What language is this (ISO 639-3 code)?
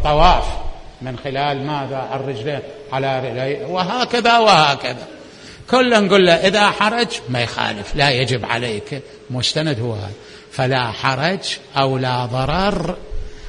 acm